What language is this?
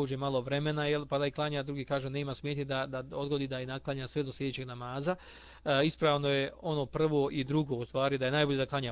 Bosnian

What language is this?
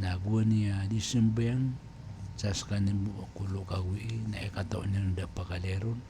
Maranao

